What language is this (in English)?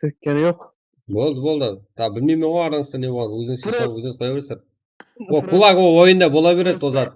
Kara-Kalpak